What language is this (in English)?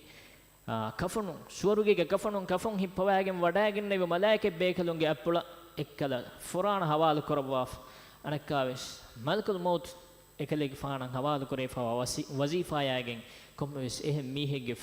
Divehi